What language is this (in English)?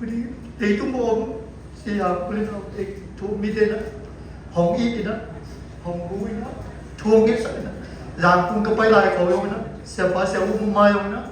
Siyin Chin